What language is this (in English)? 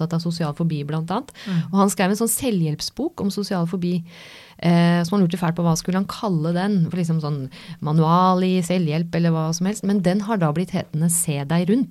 Norwegian